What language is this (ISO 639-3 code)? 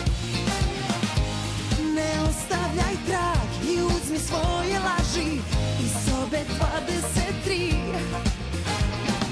srp